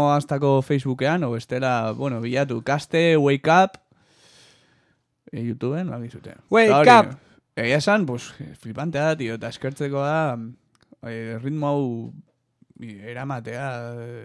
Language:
Basque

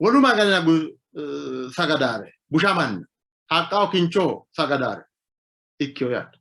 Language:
Sidamo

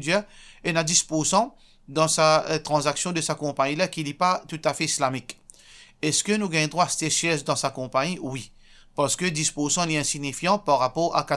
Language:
Morisyen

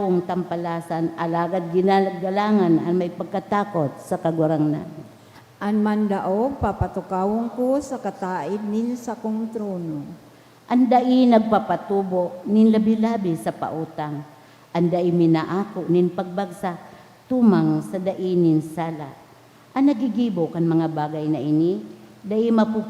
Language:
Bikol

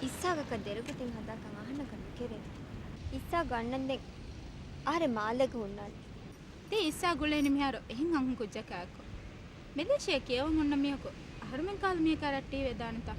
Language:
Divehi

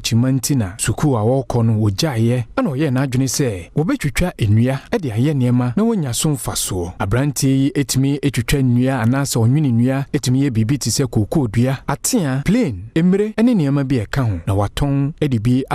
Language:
Akan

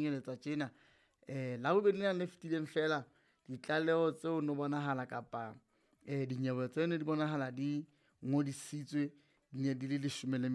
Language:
Southern Sotho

